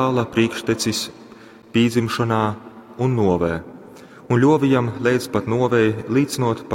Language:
Latgalian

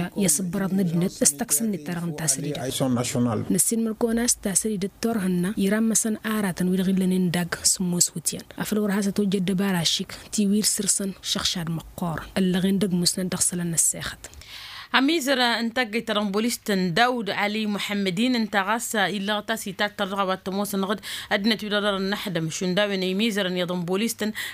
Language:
Tamasheq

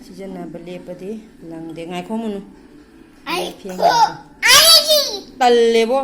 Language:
Manipuri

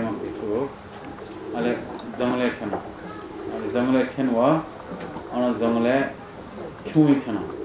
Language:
Newari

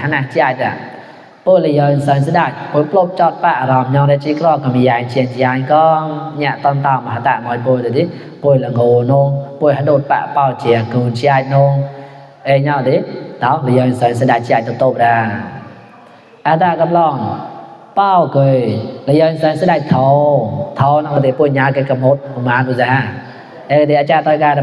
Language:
Mon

